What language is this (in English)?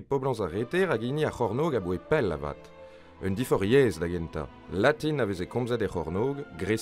Breton